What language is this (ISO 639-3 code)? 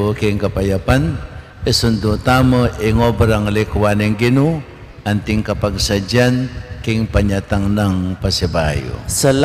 pam